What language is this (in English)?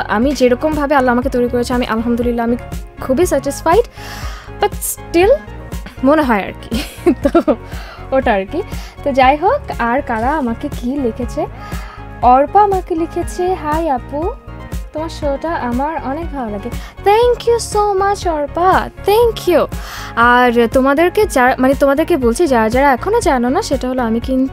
Bangla